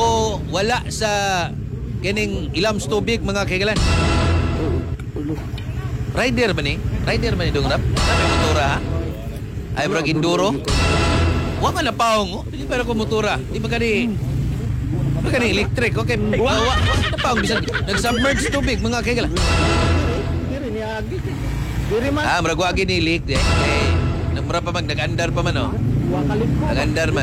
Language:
Cebuano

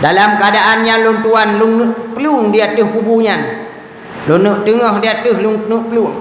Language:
Achinese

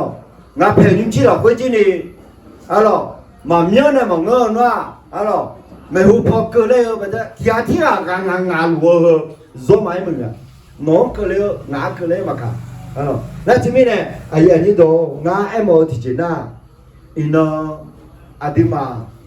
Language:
Akha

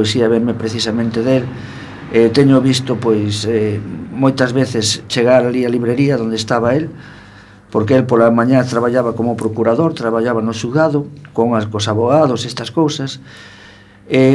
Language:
Galician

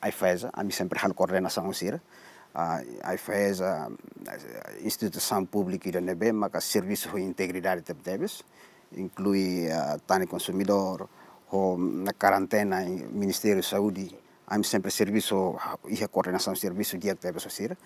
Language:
Tetum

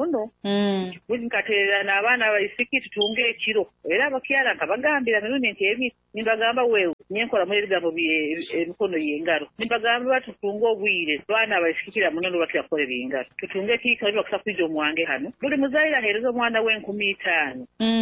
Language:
Nyoro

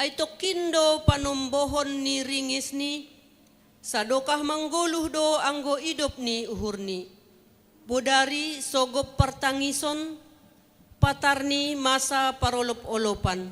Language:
Batak Simalungun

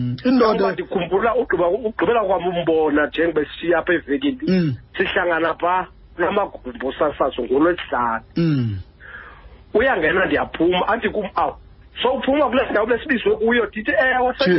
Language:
Xhosa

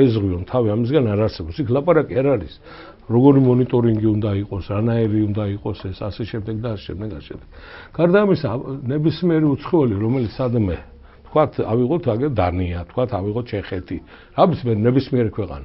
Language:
Georgian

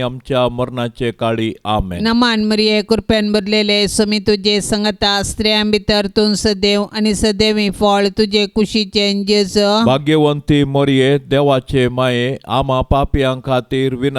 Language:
Konkani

